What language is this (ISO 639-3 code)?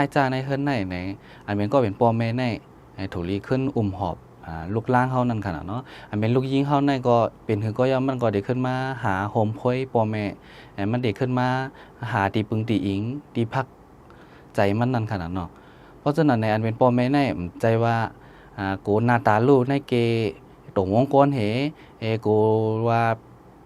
shn